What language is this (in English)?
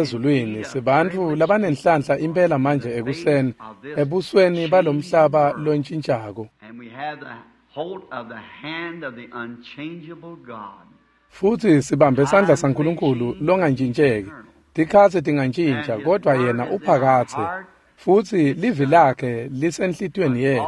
Swati